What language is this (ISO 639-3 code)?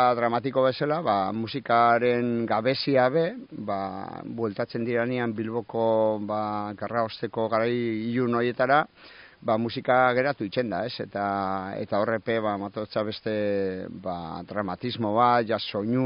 eus